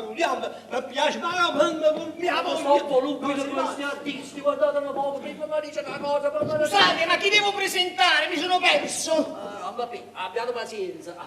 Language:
Neapolitan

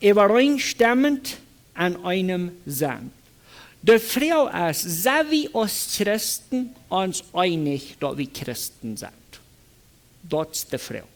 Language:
Plautdietsch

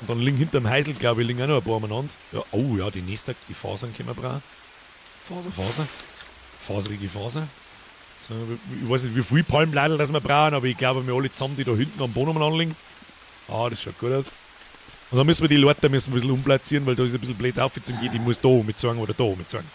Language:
Bavarian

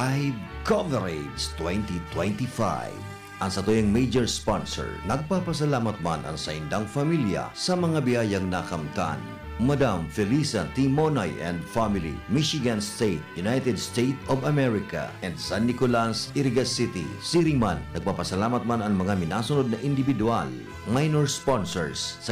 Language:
Bikol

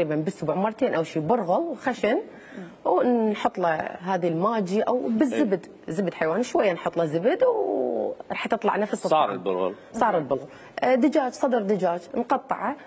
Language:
Mesopotamian Arabic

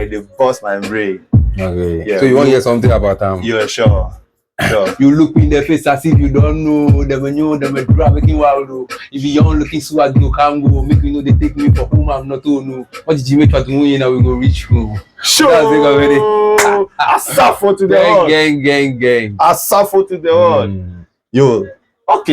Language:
Ewe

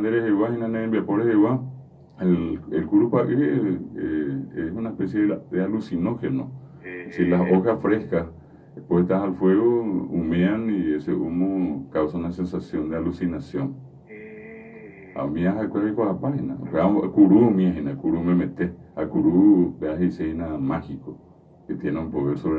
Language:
Guarani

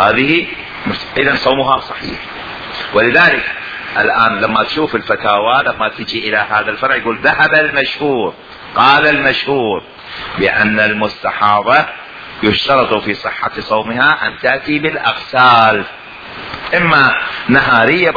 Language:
Mesopotamian Arabic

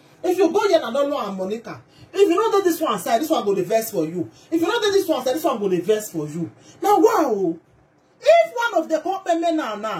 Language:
Nigerian Pidgin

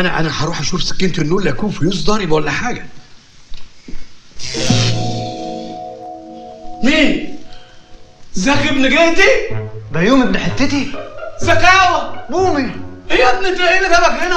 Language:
Egyptian Arabic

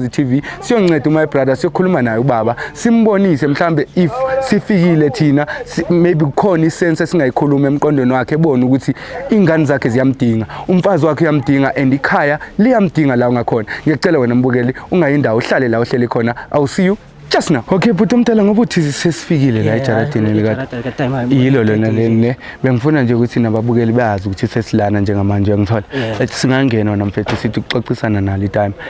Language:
Zulu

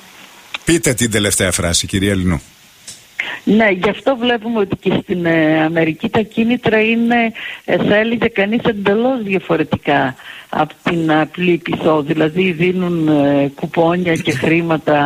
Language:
Greek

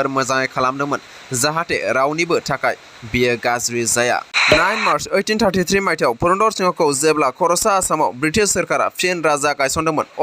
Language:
Bodo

